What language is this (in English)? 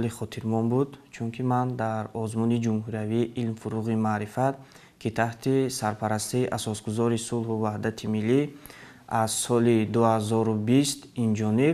Tajik